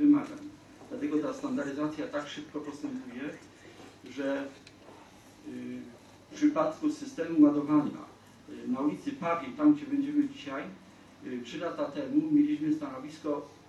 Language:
Polish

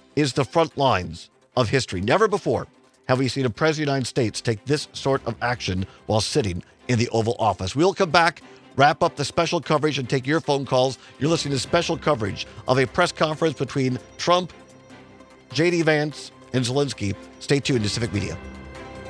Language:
English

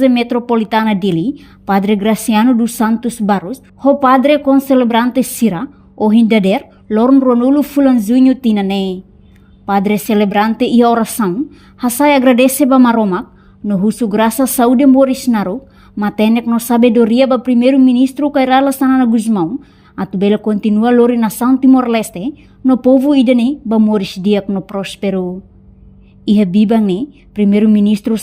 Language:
Tetum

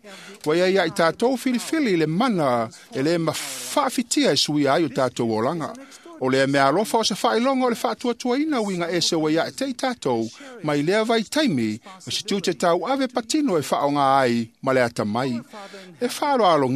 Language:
Samoan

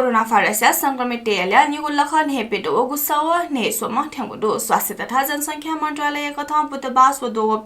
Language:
Newari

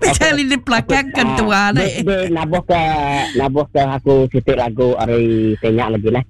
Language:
Iban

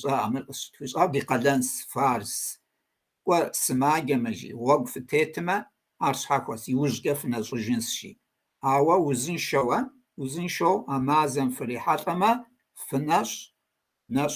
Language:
Kabardian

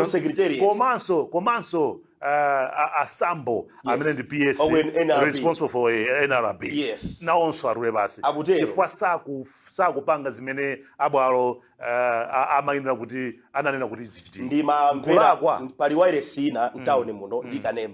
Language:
Nyanja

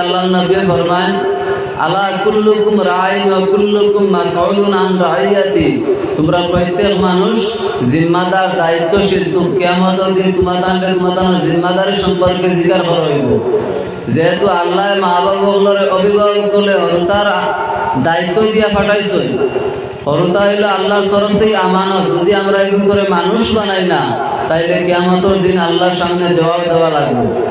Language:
Sylheti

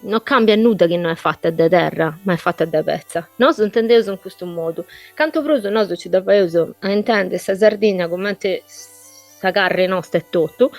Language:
Sardinian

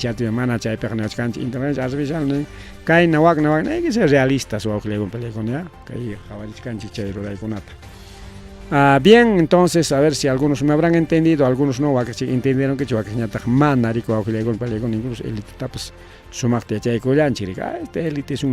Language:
Ayacucho Quechua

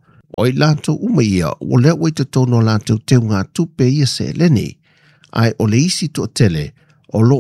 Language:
Samoan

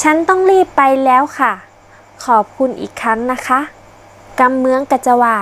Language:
Northern Thai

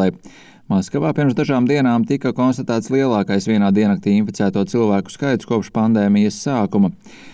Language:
Latvian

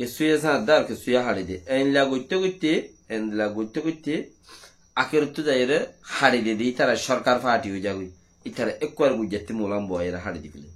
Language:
Rohingya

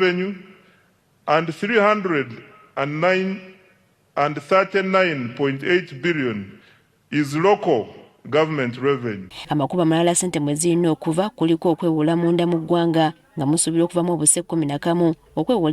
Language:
Ganda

